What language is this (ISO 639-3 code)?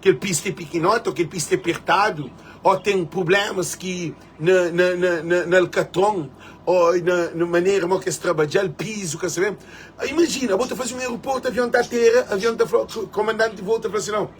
kea